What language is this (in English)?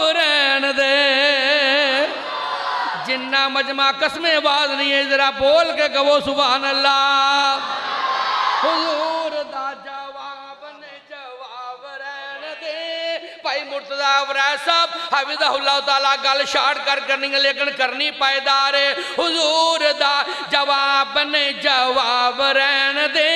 Urdu